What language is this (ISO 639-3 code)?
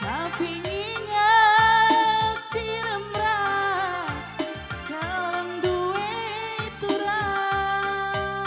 btx